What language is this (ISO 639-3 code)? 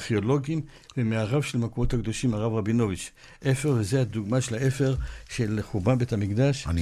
heb